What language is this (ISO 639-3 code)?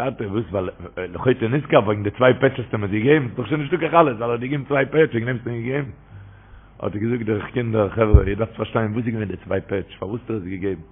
yid